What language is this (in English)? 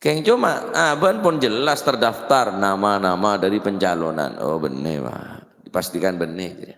Madurese